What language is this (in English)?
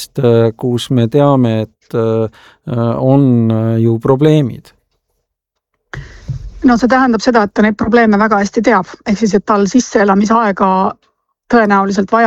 Estonian